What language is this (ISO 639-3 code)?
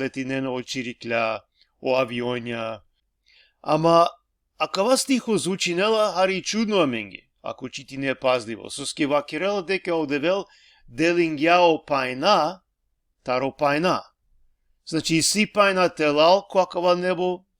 rmn